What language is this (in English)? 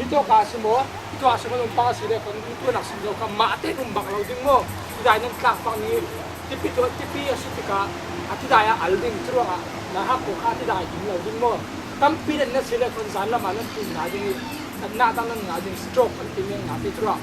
Falam Chin